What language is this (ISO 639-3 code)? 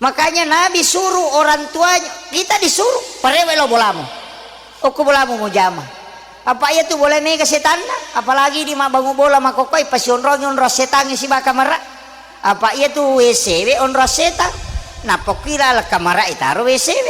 bug